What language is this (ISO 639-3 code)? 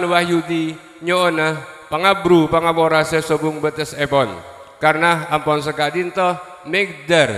mad